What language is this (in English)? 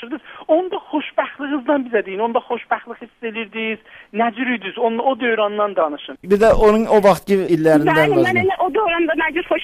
South Azerbaijani